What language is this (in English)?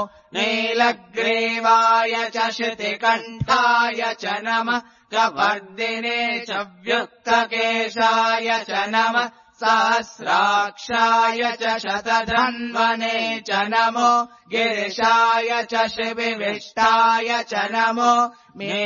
Sanskrit